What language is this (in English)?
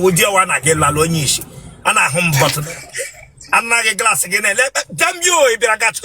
Igbo